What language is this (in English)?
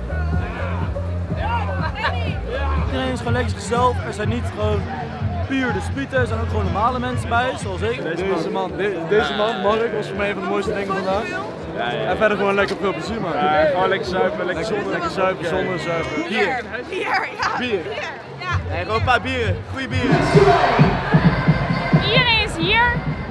Dutch